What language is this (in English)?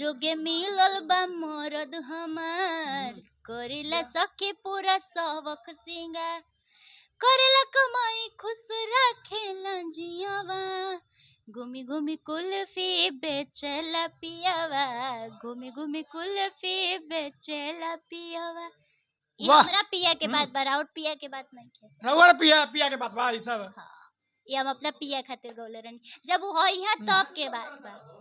Bhojpuri